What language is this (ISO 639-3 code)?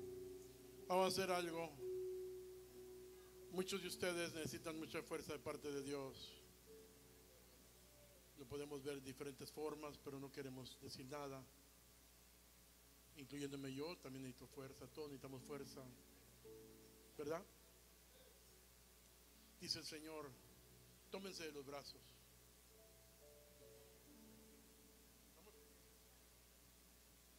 spa